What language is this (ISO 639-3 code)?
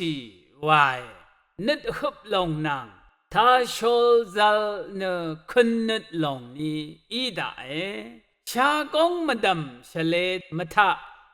raw